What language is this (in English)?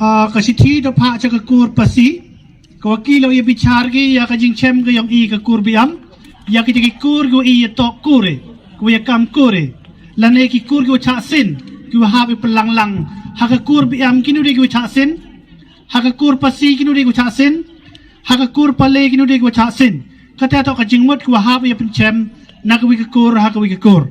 Khasi